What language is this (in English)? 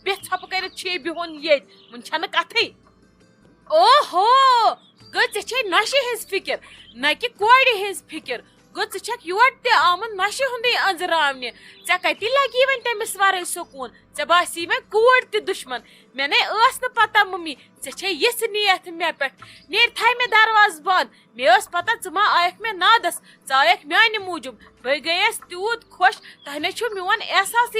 Kashmiri